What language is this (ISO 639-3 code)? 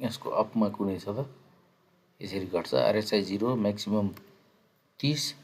nep